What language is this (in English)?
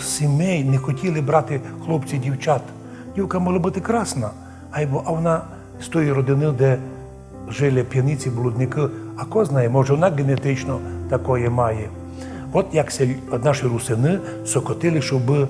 Rusyn